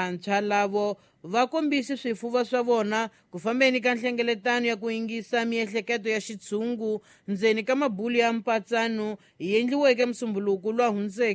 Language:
Tsonga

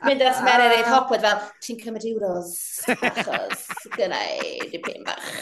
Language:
Welsh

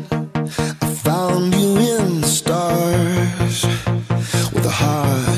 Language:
English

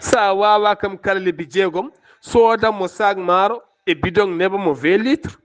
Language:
Fula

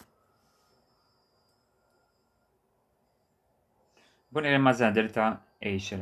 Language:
Hebrew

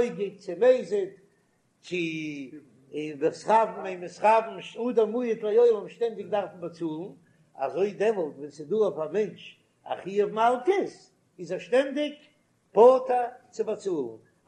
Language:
Yiddish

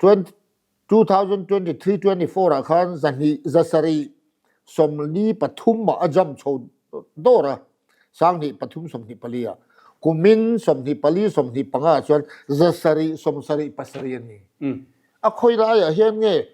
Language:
Mizo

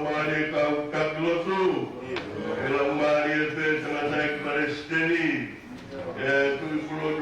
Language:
Tongan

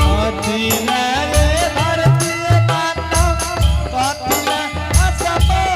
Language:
Angika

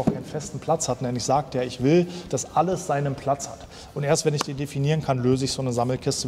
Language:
German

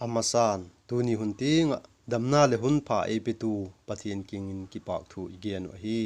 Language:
Vaiphei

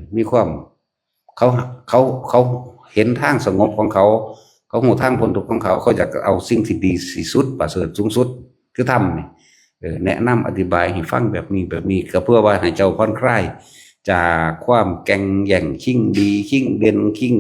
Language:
Northeastern Thai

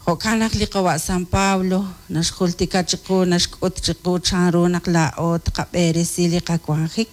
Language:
Kekchí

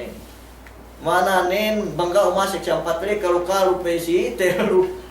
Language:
Yakan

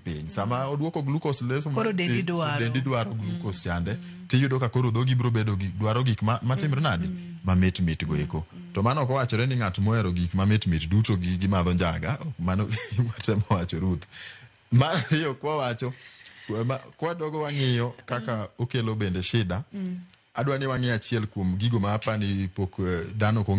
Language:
Luo (Kenya and Tanzania)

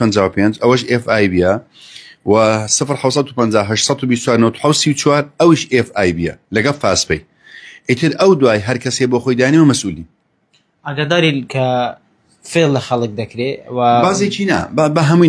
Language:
Central Kurdish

